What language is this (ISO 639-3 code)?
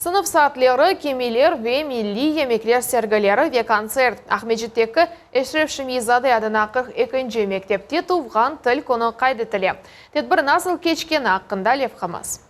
crh